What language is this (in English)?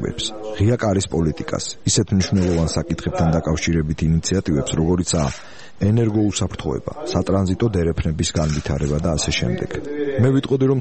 Georgian